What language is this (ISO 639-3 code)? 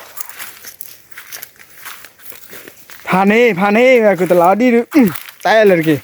ksw